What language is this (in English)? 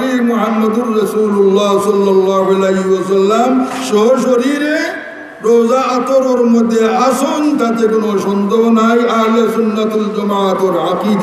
Sylheti